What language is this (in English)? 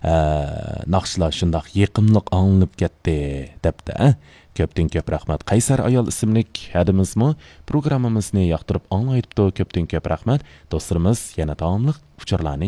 Uyghur